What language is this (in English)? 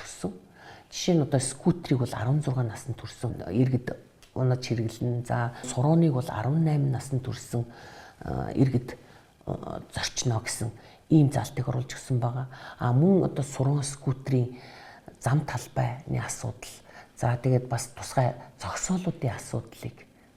Mongolian